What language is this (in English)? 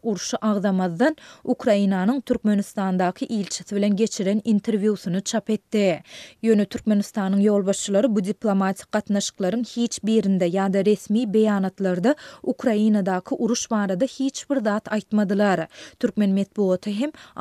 Turkmen